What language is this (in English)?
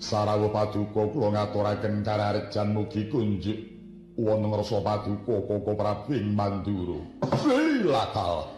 Javanese